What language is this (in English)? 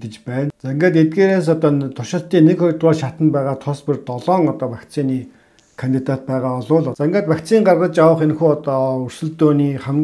Mongolian